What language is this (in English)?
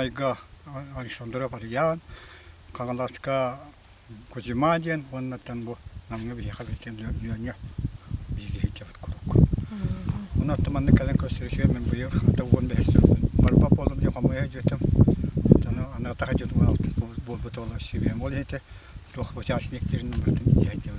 Yakut